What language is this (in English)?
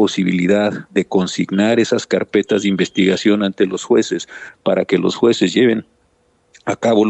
Spanish